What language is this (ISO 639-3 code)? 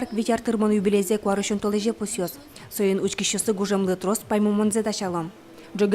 udm